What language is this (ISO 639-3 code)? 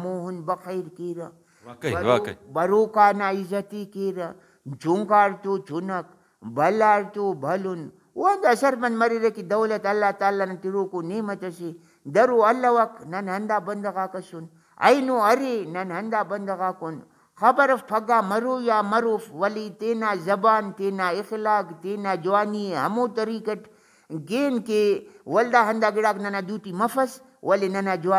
brh